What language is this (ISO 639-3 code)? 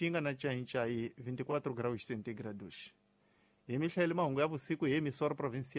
tso